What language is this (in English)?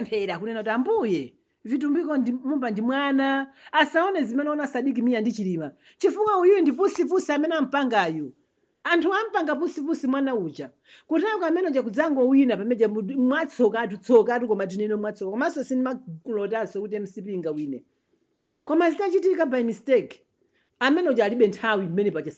Nyanja